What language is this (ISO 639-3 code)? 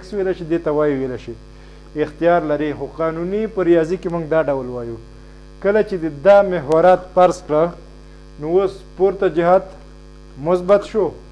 pus